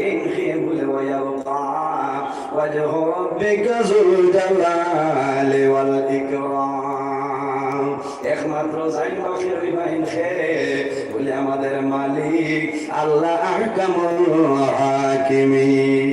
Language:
Sylheti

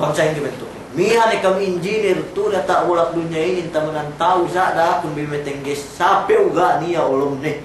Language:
Yakan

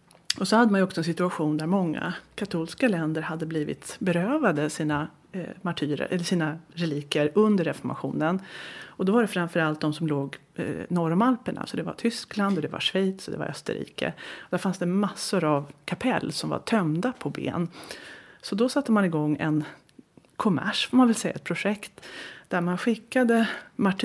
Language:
Swedish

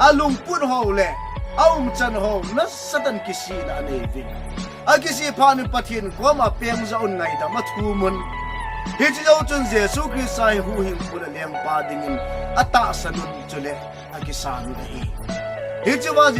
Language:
Thado Chin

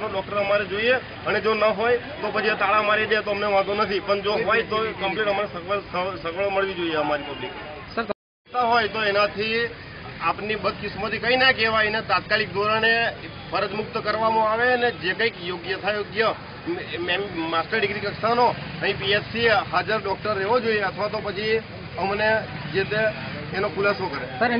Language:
Gujarati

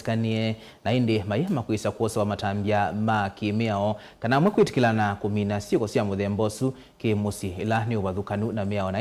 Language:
Kamba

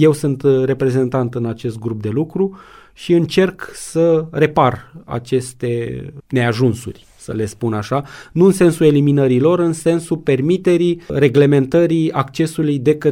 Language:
Romanian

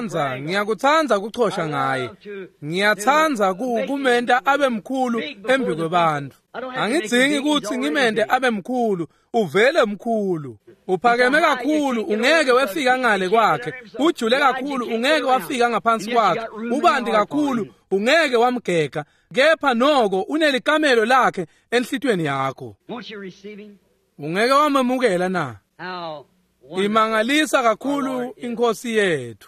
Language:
Swati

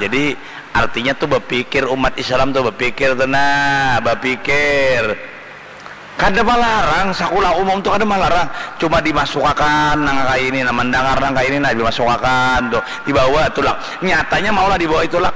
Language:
Banjar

